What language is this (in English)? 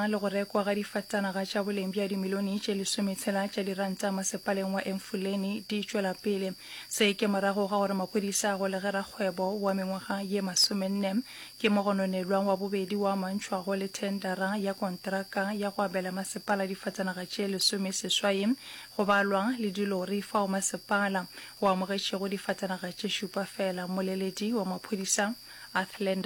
Northern Sotho